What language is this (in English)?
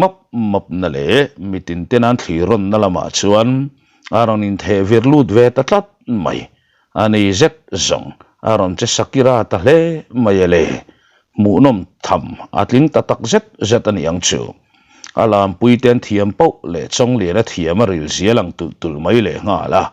Mizo